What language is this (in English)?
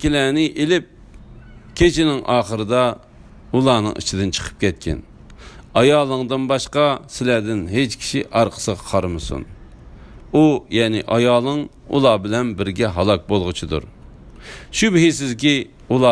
Uyghur